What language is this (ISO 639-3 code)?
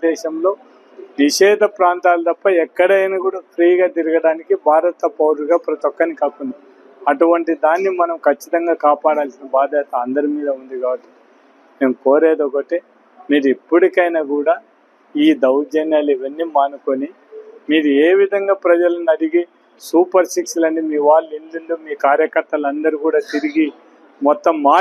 tel